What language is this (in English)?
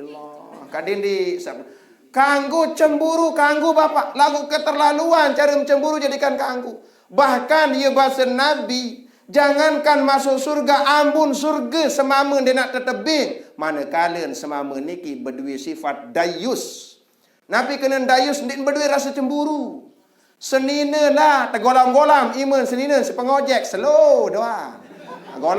Sasak